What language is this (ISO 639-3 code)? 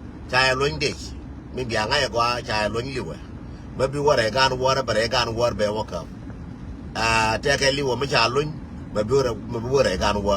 nus